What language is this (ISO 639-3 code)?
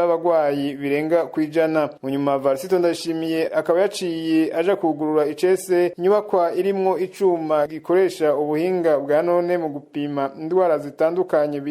run